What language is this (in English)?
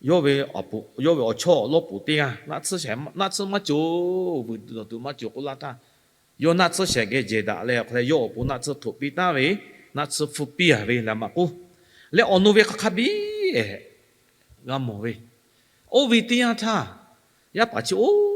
Lahu